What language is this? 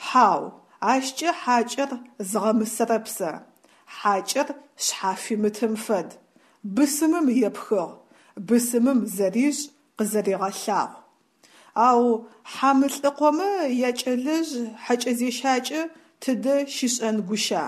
Adyghe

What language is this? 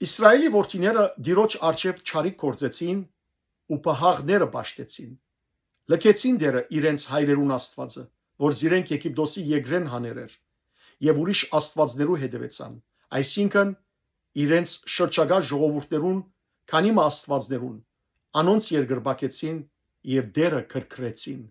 Western Armenian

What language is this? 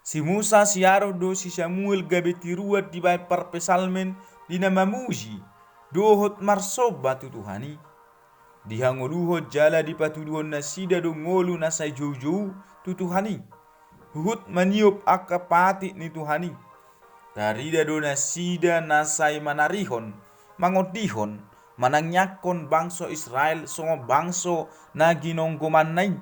Batak Toba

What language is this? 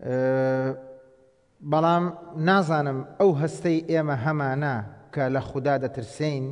Central Kurdish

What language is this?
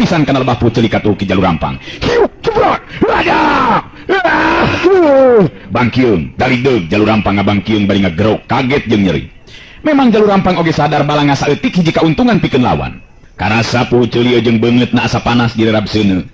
Sundanese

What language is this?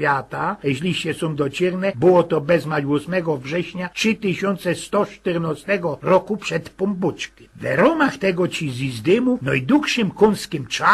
Silesian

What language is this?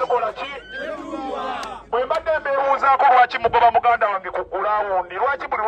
Ganda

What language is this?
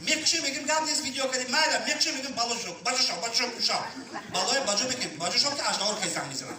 Tajik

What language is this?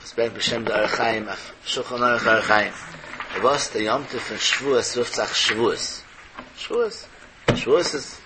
Yiddish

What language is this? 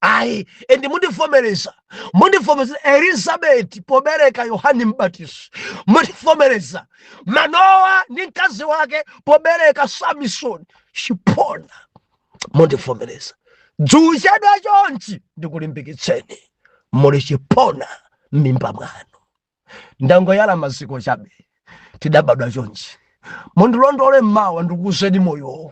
Nyanja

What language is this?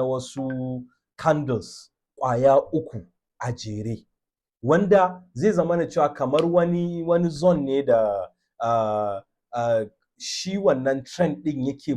Hausa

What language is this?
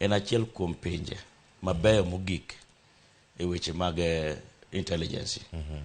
Luo (Kenya and Tanzania)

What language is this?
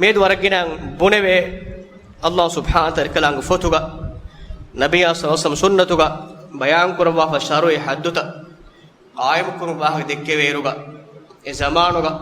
Divehi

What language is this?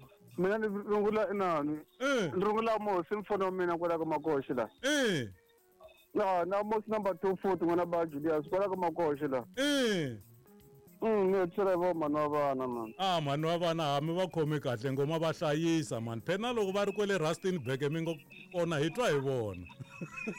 Tsonga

